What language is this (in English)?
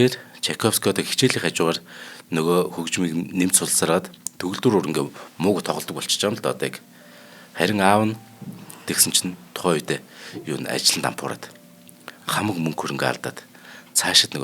Mongolian